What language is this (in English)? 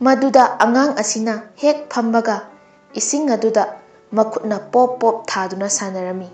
Manipuri